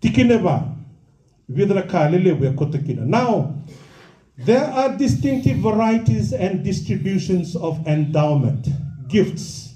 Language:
Fijian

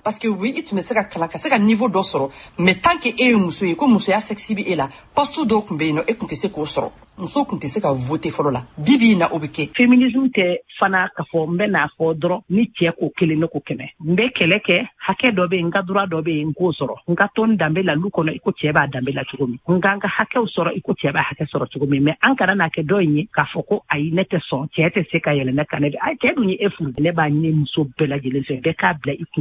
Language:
Bambara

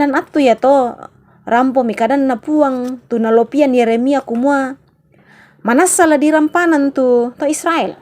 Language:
Toraja-Sa'dan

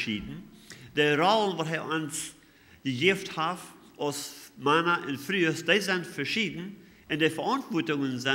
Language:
Plautdietsch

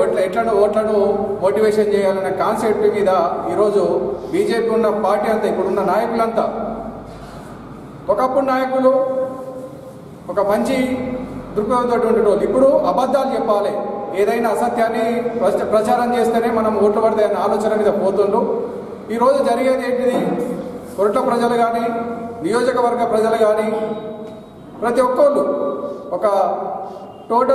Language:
Telugu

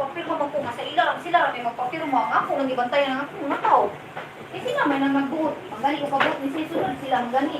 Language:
Cebuano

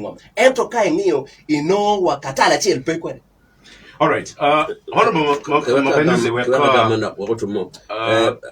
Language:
Acoli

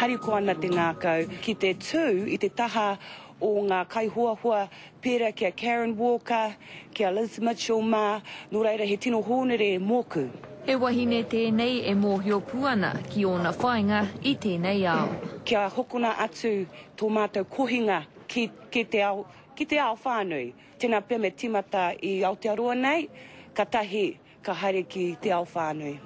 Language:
Māori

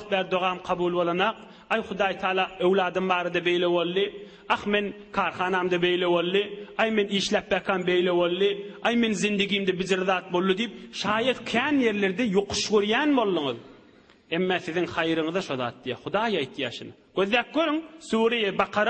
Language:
Turkmen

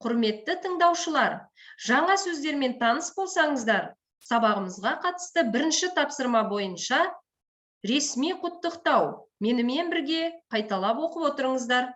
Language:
Kazakh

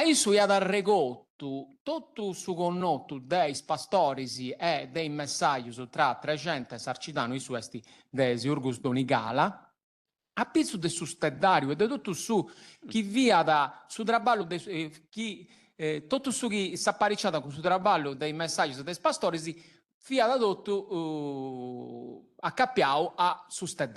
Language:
Sardinian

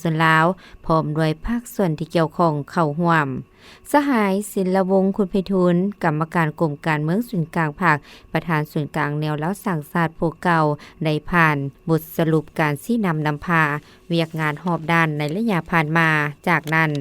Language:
Lao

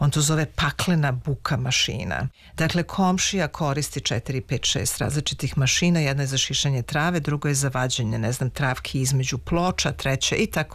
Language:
Serbian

